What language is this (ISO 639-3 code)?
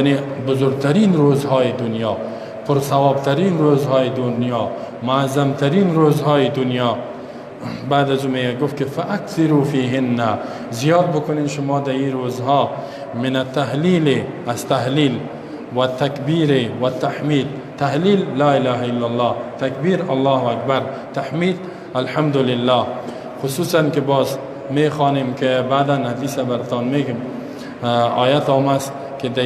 fas